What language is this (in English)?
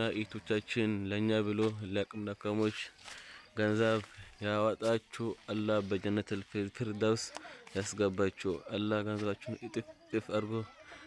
Amharic